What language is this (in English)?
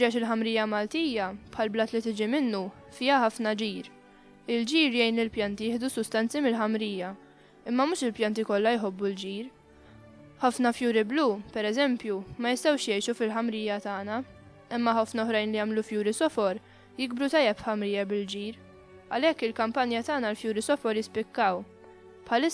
Maltese